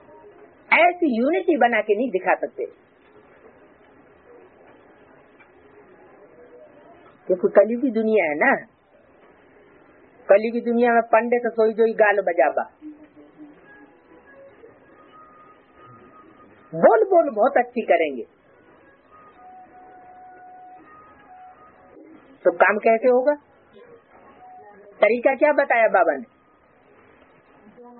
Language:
Hindi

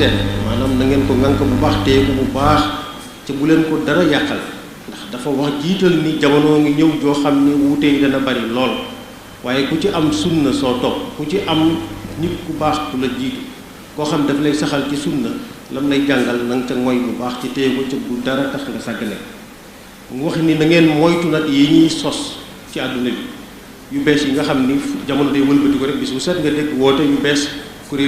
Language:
Wolof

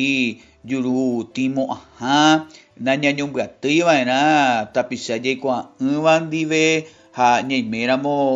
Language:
Guarani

